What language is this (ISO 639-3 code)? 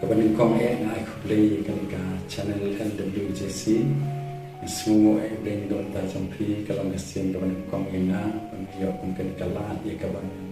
kha